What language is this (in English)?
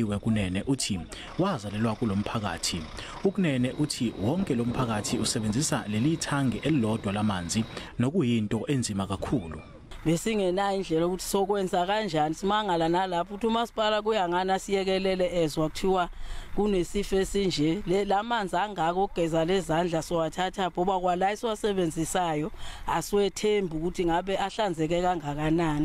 Zulu